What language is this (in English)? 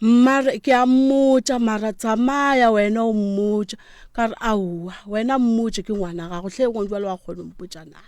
Northern Sotho